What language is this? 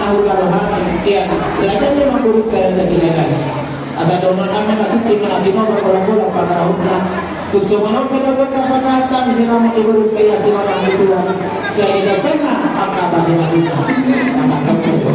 Batak Toba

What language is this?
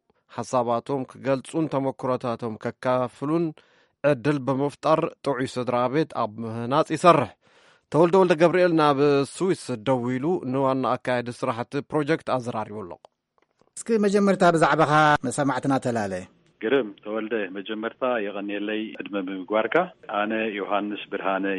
Tigrinya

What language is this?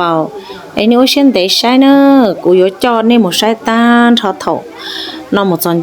Hmong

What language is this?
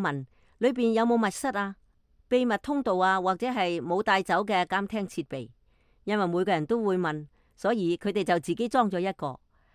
Cantonese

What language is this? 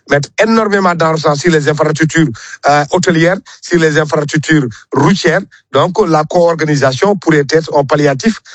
French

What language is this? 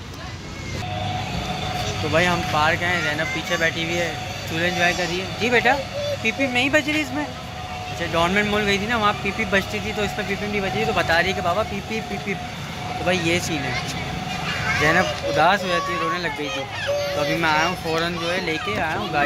Hindi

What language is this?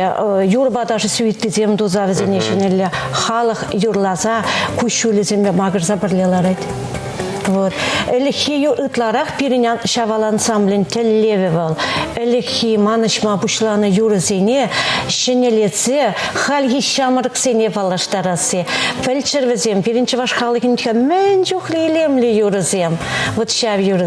Chuvash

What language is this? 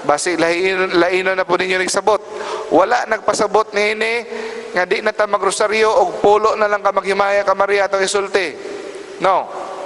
Cebuano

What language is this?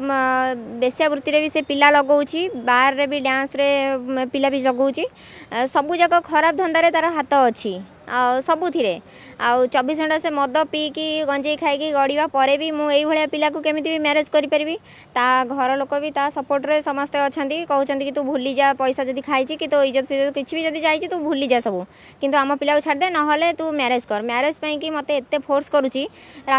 Odia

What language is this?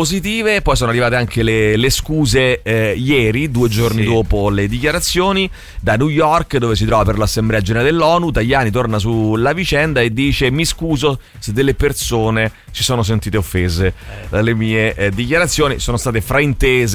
Italian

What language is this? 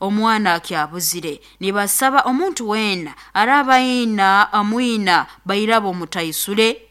Nyoro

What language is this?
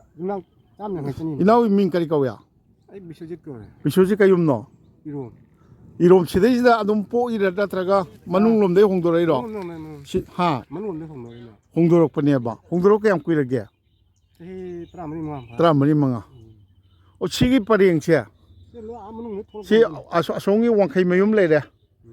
Manipuri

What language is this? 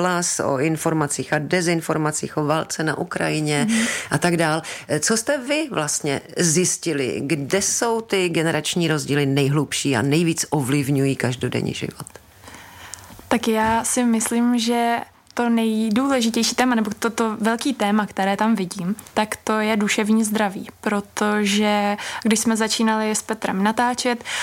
Czech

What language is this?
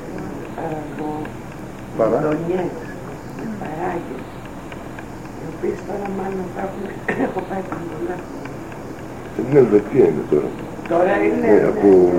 Greek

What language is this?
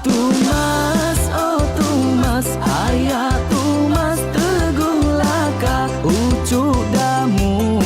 Iban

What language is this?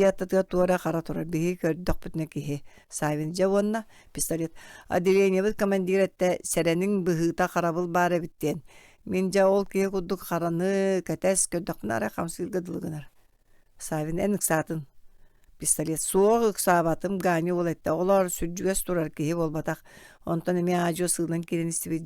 Yakut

